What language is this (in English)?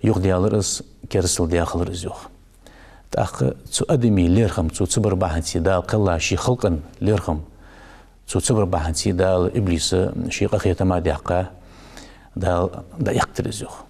Ingush